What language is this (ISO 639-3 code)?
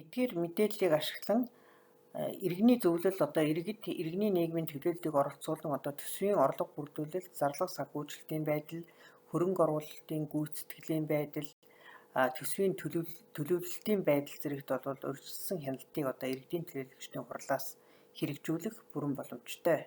mon